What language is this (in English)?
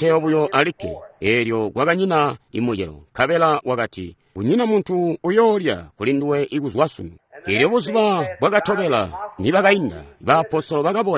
Tonga (Zambia)